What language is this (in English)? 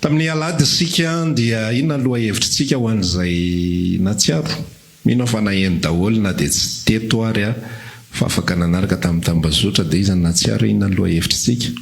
Malagasy